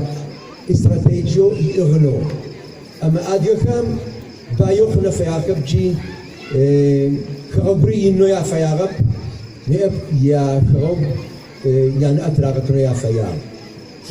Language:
Adyghe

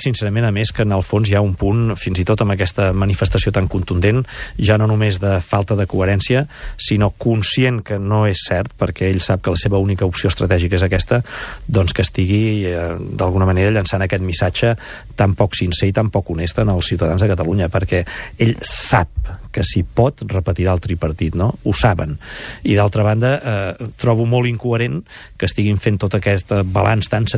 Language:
Catalan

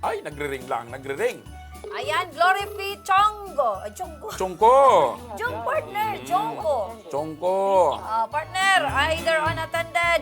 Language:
Bikol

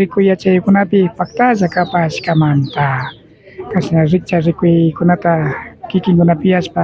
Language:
Imbabura Highland Quichua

